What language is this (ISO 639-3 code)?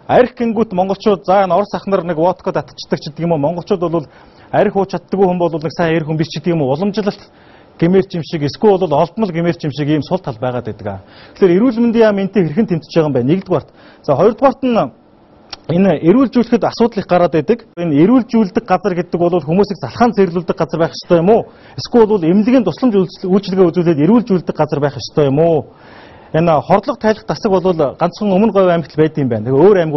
mon